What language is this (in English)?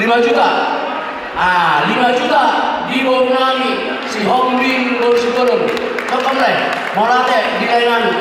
Batak Toba